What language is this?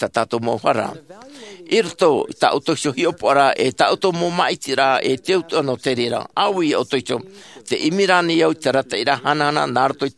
Tahitian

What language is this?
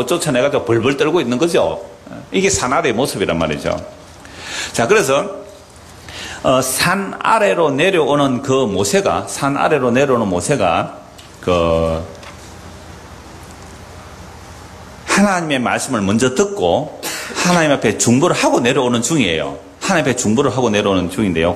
Korean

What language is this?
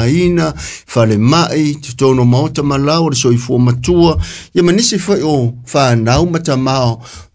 Samoan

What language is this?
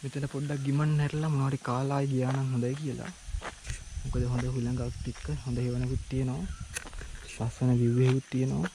Sinhala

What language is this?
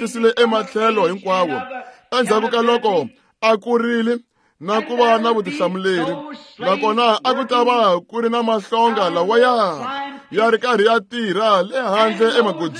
Tsonga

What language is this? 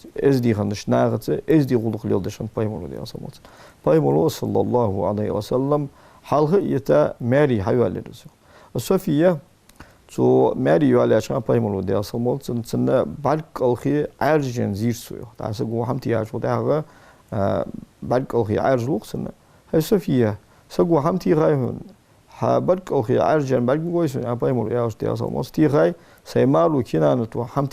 Ingush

